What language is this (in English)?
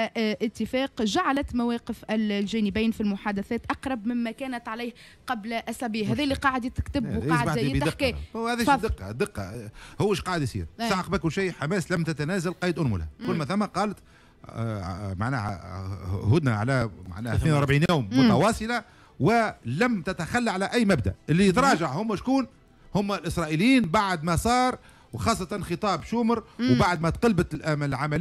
Tunisian Arabic